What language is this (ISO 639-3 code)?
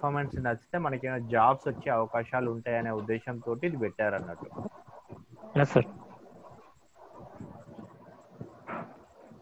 tel